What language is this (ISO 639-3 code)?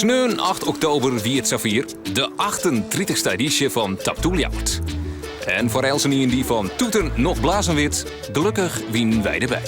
fry